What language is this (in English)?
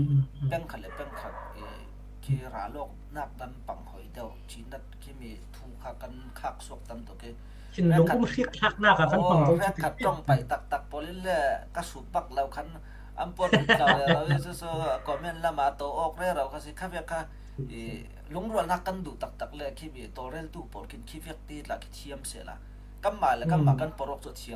Falam Chin